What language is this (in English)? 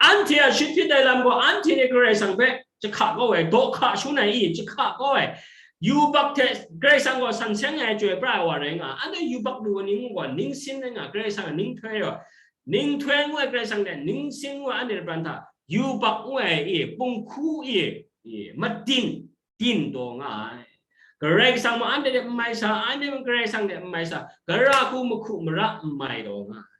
Kachin